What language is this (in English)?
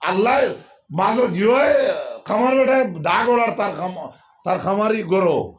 Sylheti